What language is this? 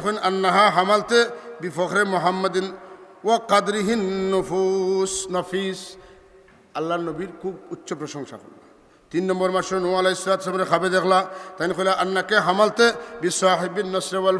Sylheti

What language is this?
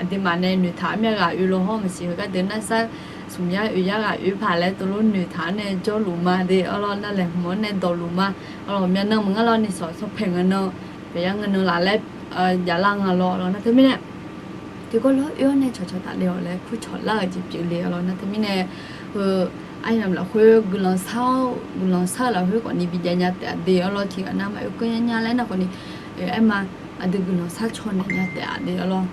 Akha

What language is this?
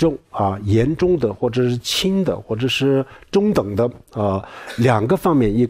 Chinese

